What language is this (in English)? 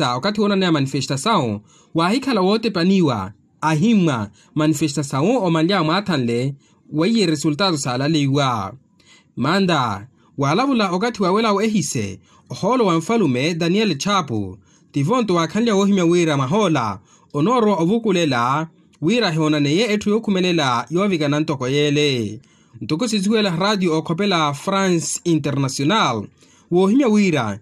Makhuwa